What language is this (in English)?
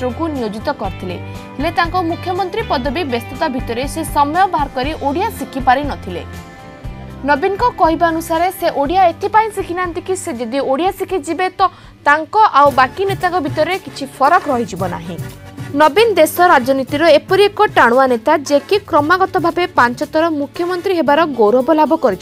Odia